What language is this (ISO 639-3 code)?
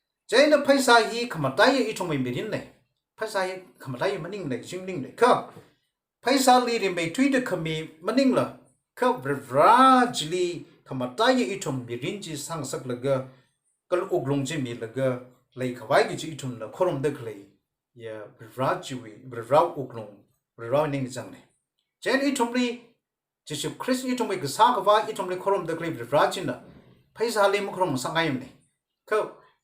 nmf